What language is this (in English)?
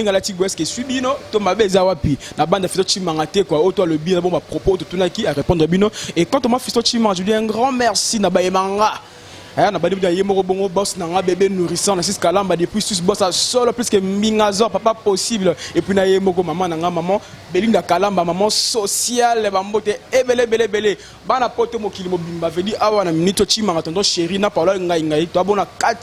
Lingala